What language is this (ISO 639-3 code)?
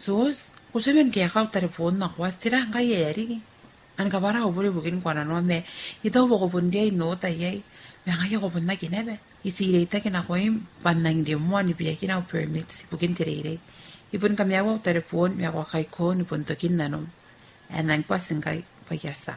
gil